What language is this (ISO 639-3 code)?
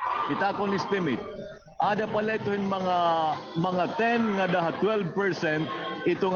war